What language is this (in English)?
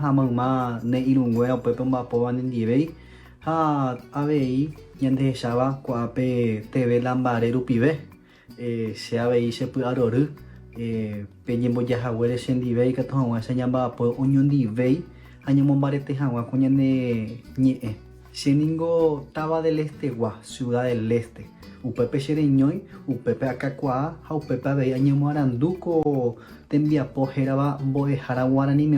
Guarani